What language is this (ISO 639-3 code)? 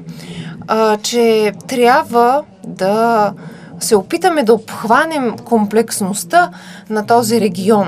bul